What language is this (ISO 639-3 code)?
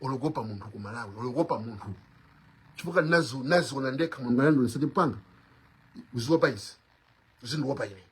nya